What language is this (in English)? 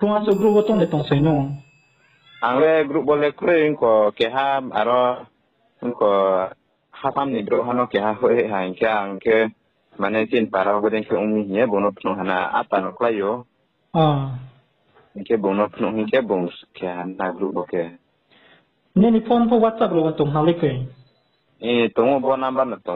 Riang (India)